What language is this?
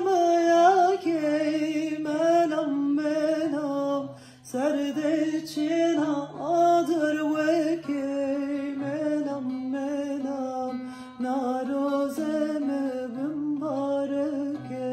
Zaza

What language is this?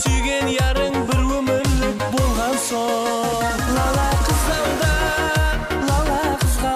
Kara-Kalpak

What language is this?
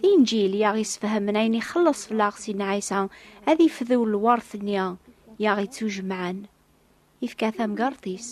Kabyle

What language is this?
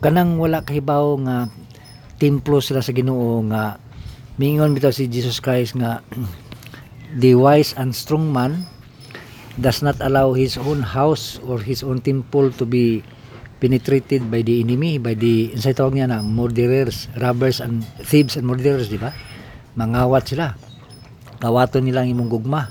Cebuano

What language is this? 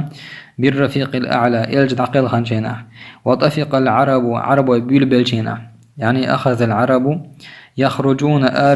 Chechen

